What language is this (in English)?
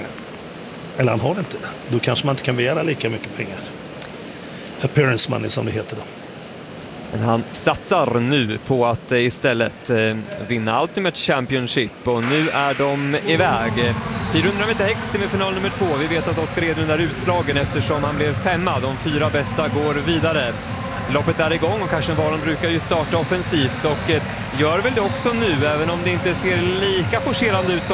Swedish